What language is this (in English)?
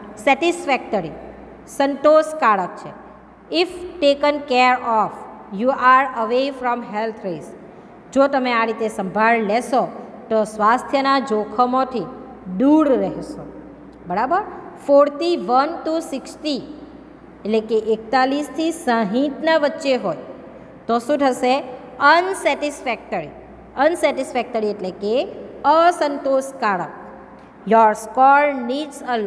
Gujarati